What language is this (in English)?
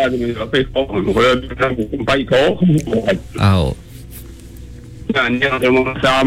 Iban